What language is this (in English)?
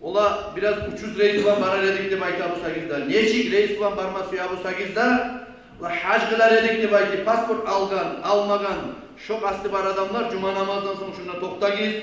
Kumyk